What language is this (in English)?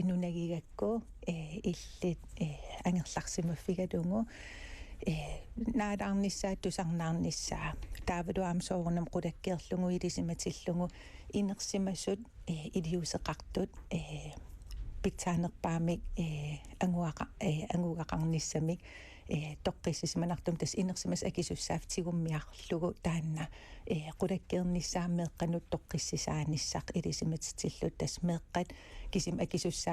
Kalaallisut